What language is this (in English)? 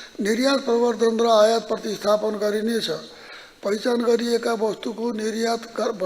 Nepali